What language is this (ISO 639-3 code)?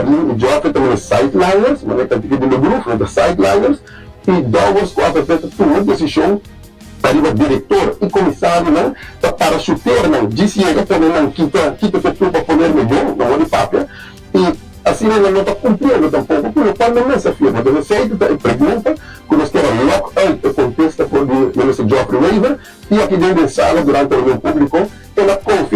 pap